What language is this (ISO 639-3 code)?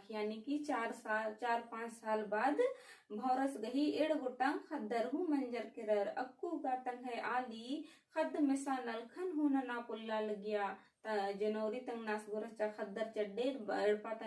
kru